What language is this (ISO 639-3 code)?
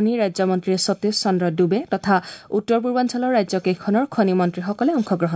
asm